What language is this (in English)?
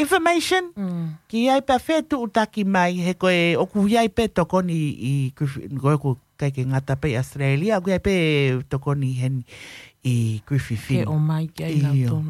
Tongan